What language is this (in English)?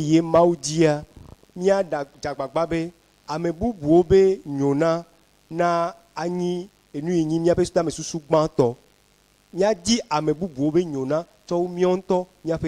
Ewe